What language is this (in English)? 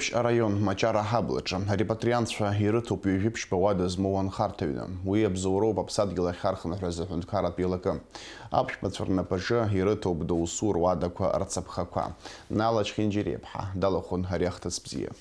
Abkhazian